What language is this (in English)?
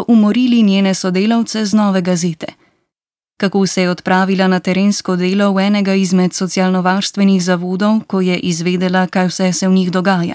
Slovenian